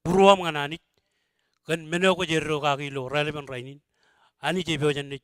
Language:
Marshallese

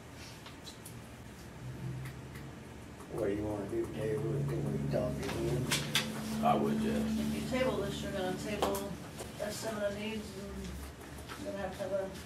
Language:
English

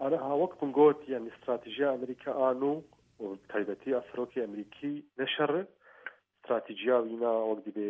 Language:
Kurdish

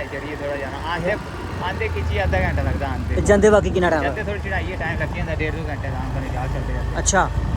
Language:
Dogri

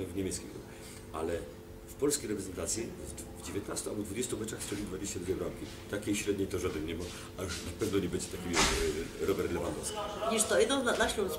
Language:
Silesian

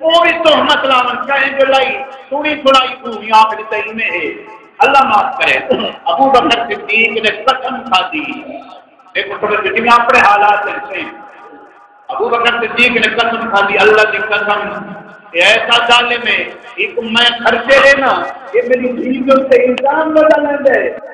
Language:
Saraiki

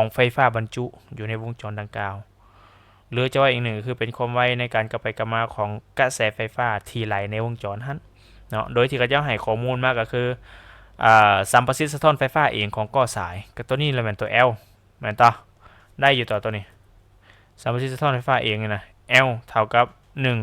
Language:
Lao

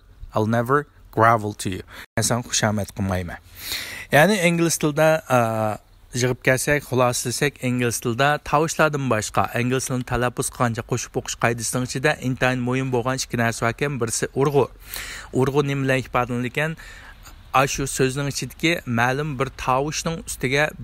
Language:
Uyghur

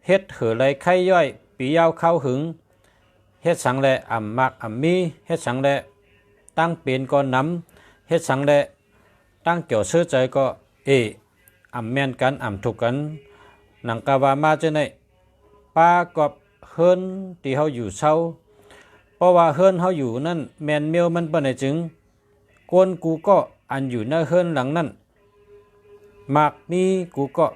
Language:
Shan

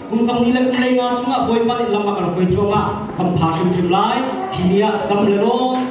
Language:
Hakha Chin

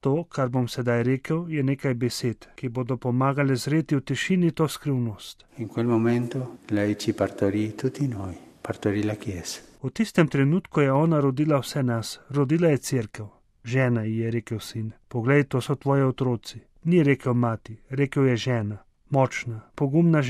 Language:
Slovenian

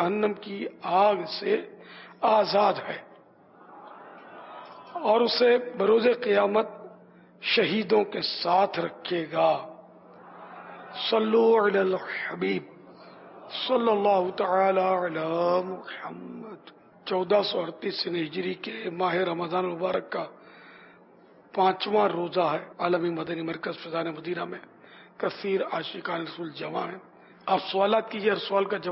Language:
Urdu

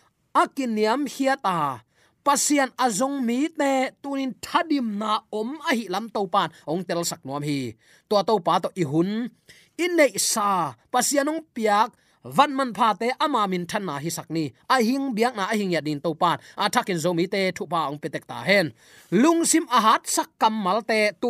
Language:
Tedim Chin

